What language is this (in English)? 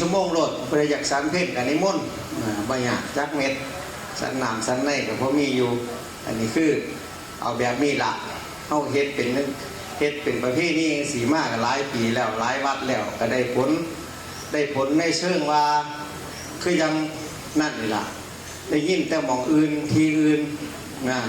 Northeastern Thai